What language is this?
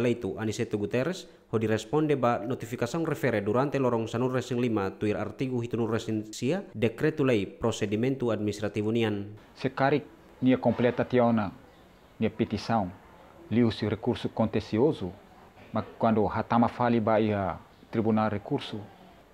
Tetum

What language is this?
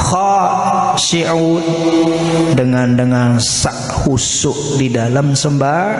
Sasak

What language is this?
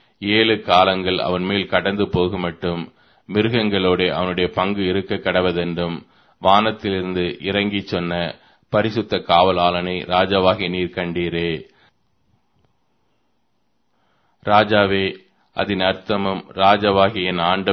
Tamil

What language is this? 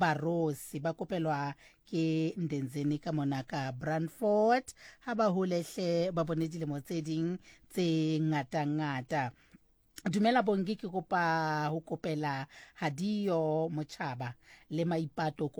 Southern Sotho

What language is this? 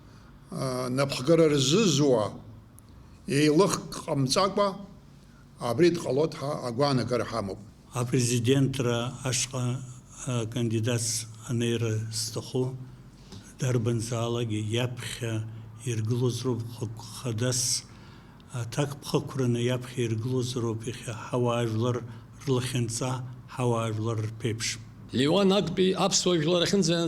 Abkhazian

